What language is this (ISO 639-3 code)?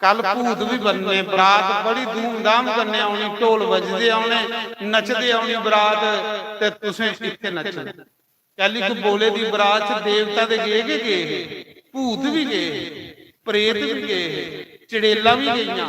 doi